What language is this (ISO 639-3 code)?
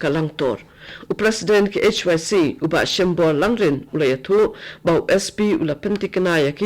kha